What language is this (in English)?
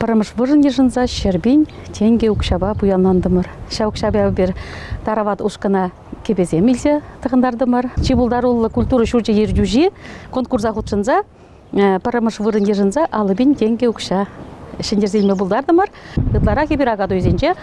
Chuvash